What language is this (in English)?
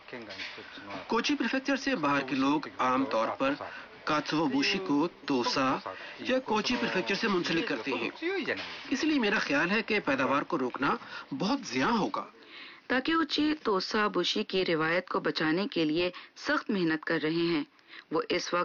Urdu